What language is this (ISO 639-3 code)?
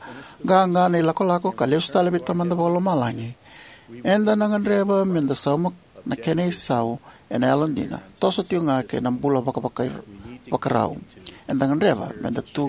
fij